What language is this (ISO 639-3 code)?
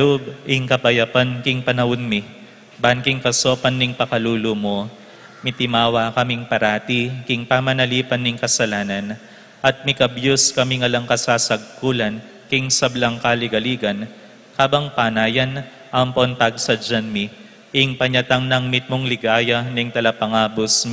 pam